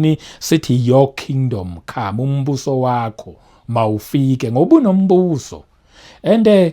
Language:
Zulu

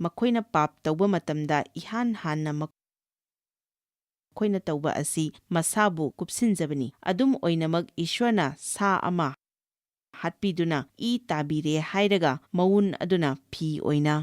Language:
Manipuri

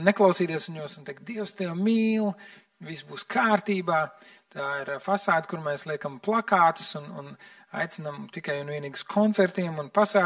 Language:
Latvian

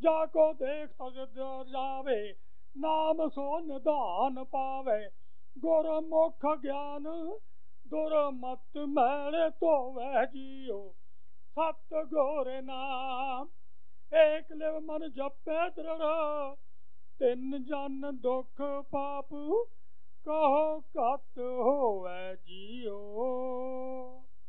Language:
Punjabi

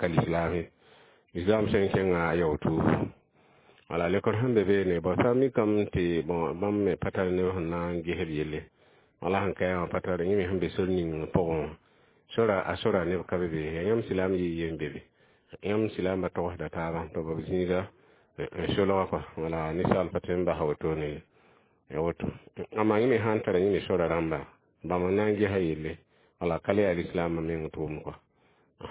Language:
Mossi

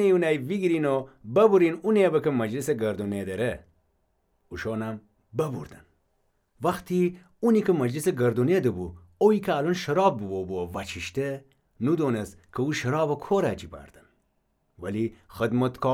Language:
Gilaki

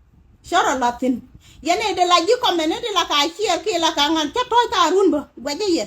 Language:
Nuer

